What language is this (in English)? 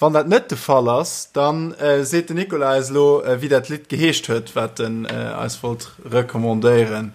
Luxembourgish